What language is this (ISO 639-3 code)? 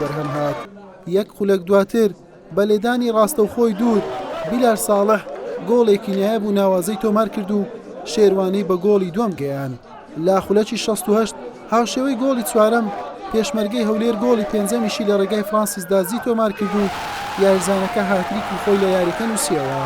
ckb